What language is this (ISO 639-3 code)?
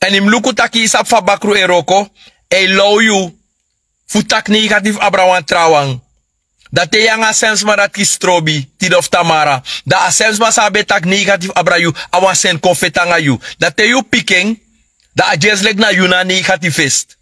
srn